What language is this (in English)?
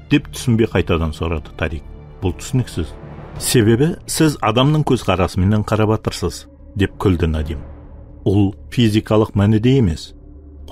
Kara-Kalpak